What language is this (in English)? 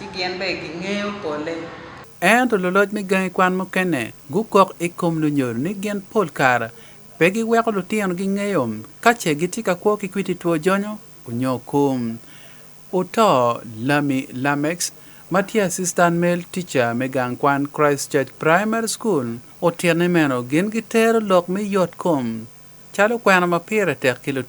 Acoli